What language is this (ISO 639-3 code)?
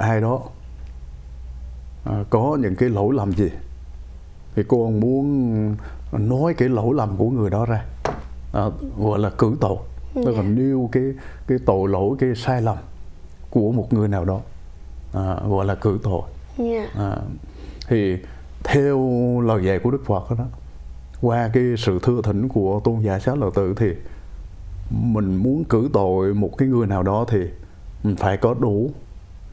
vie